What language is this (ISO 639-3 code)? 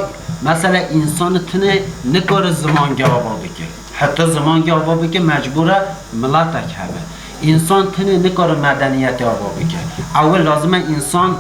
kur